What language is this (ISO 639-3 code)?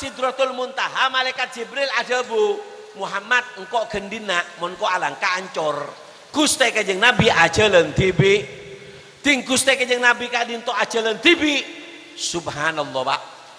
mad